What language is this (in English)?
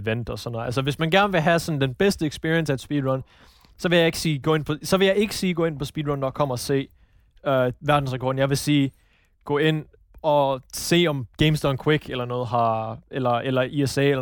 Danish